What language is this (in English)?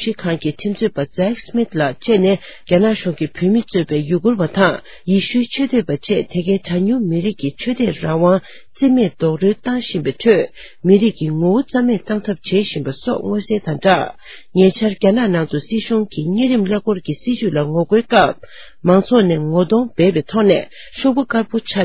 Tibetan